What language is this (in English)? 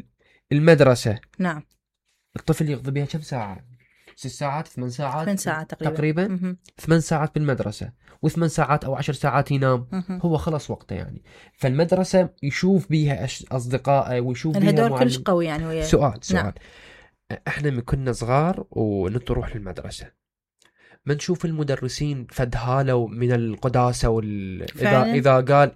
Mesopotamian Arabic